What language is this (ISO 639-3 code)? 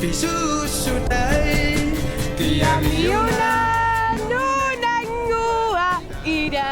kal